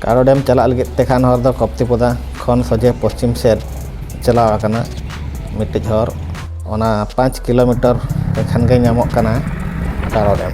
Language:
Santali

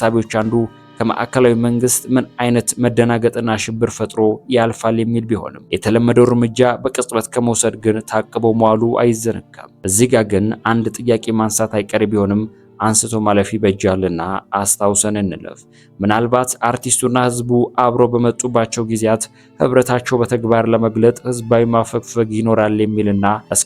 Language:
Amharic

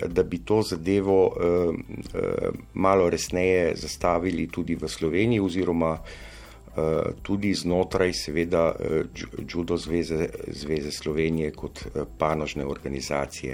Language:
Slovenian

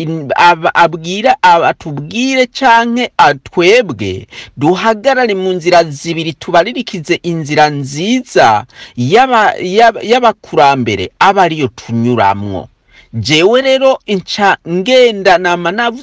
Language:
Rundi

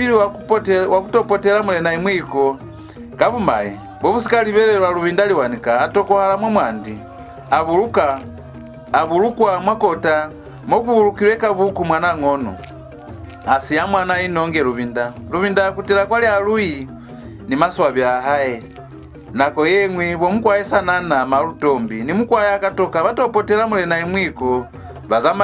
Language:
Lozi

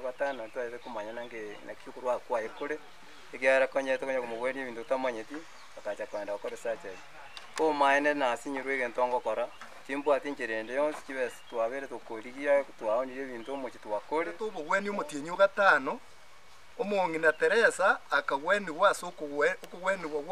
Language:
Gusii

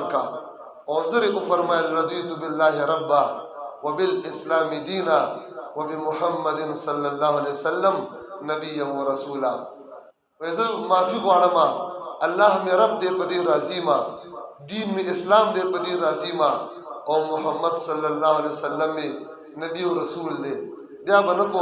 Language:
Pashto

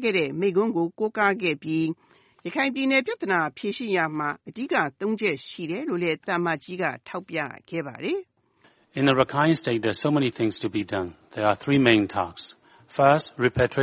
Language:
Burmese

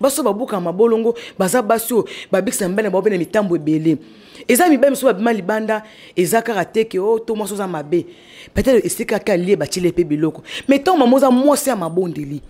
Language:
Lingala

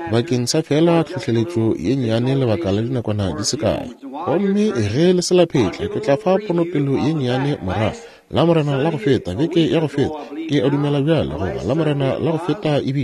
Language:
Northern Sotho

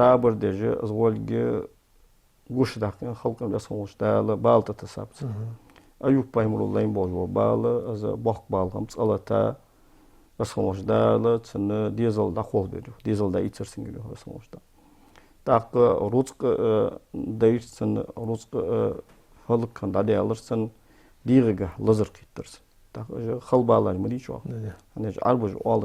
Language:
Ingush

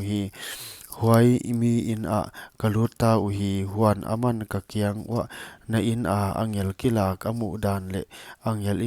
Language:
Paite Chin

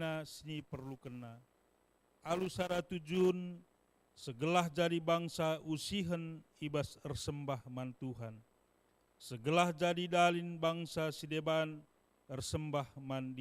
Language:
Batak Karo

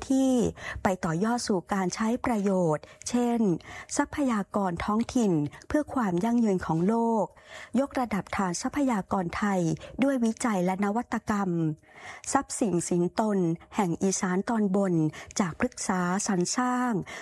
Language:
Thai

